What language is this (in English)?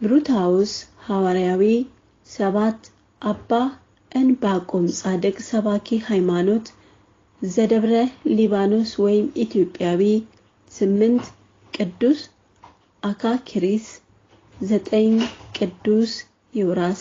Amharic